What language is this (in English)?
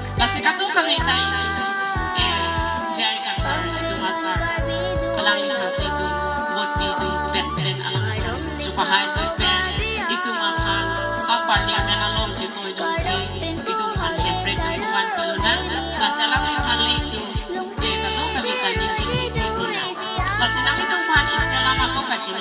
Karbi